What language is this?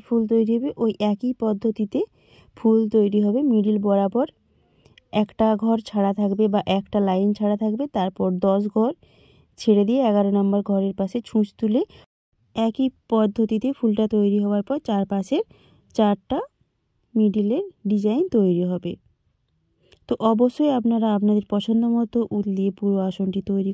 Bangla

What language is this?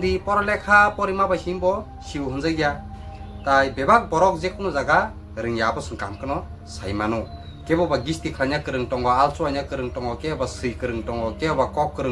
Kok Borok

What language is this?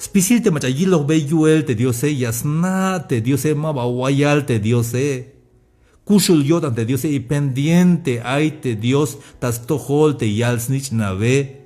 Tzeltal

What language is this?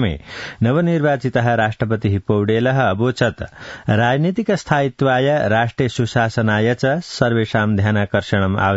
Sanskrit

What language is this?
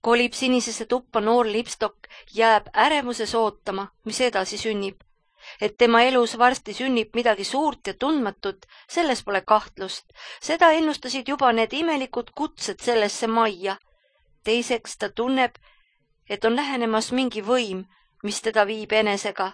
Estonian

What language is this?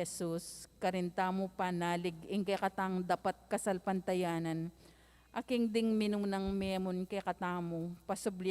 Pampanga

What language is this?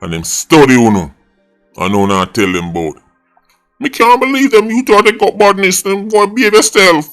Jamaican Creole English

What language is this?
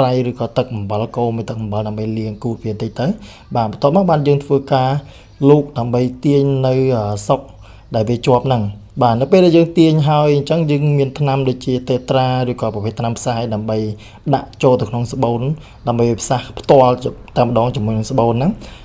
Khmer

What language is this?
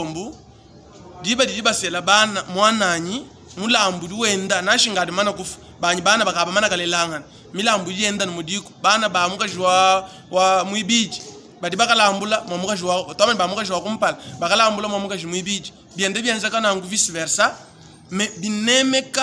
Luba-Lulua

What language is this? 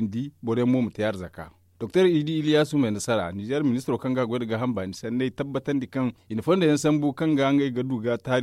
Zarma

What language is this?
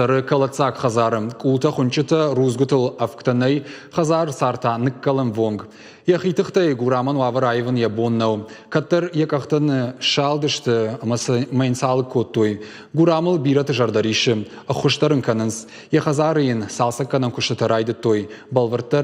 Ossetic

